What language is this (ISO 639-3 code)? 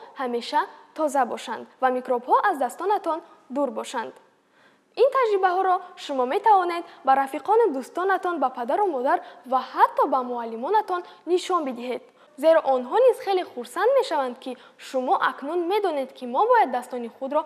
tgk